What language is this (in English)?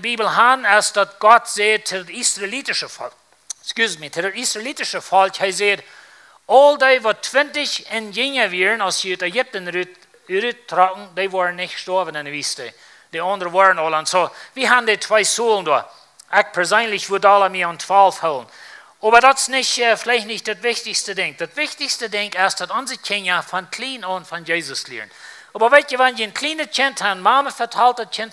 Plautdietsch